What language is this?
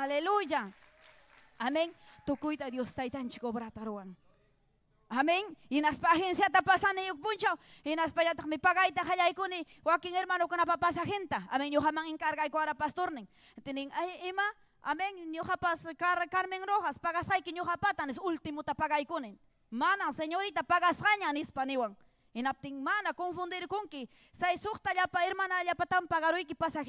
Ayacucho Quechua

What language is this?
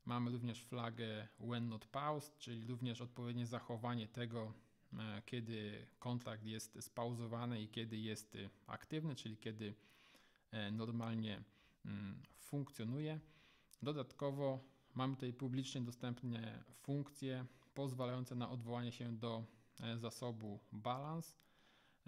Polish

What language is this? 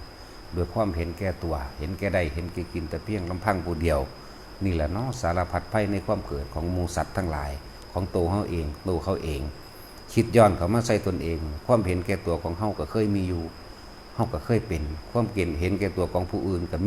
Lao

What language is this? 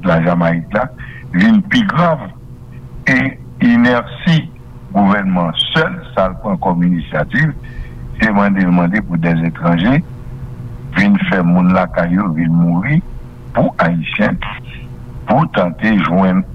Haitian Creole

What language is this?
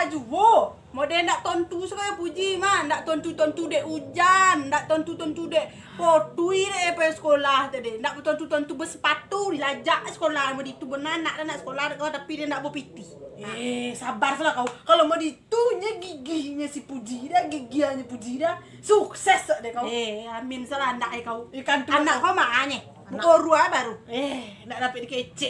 Minangkabau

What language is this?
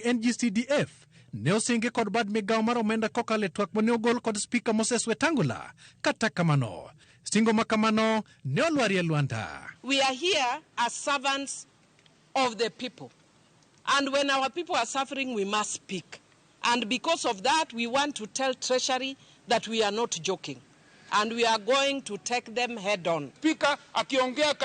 Luo (Kenya and Tanzania)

